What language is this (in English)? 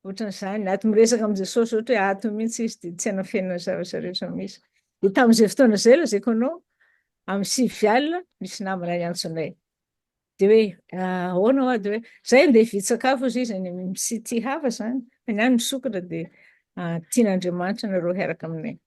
Malagasy